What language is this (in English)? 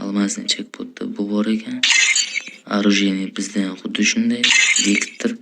Uzbek